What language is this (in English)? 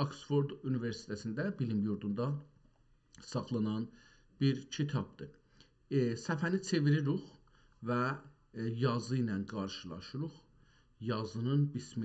South Azerbaijani